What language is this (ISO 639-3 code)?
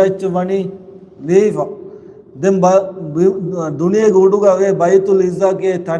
div